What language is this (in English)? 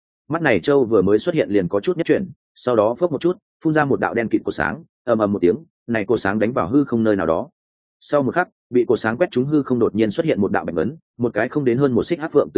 Vietnamese